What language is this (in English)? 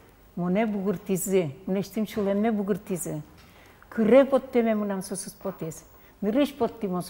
Udmurt